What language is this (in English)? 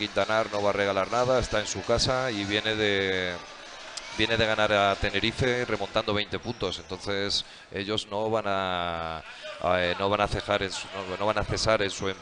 Spanish